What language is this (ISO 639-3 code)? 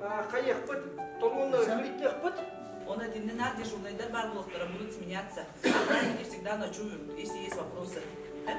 sah